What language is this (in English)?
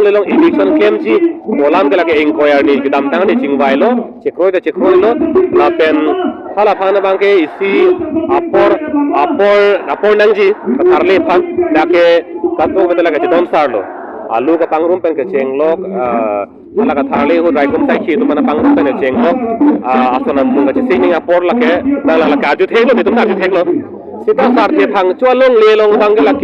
Karbi